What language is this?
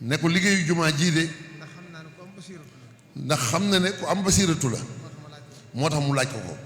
Wolof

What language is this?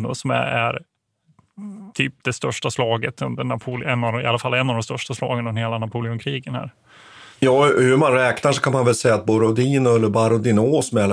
Swedish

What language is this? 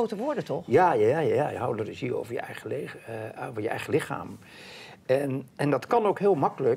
Dutch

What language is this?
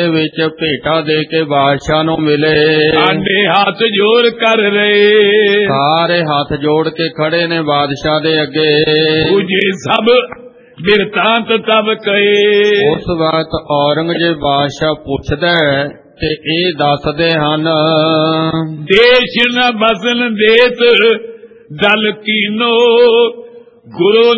Punjabi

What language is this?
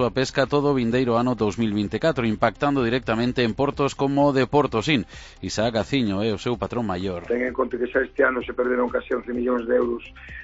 Galician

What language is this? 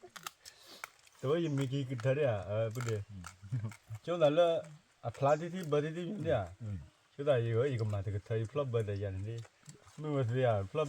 S'gaw Karen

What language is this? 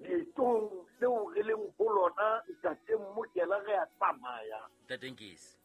Southern Sotho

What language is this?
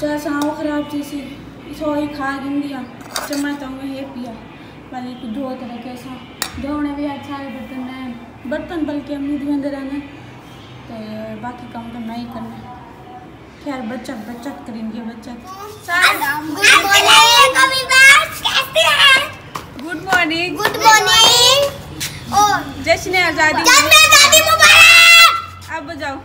Saraiki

